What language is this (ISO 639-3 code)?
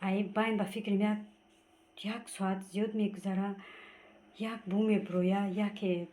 tgk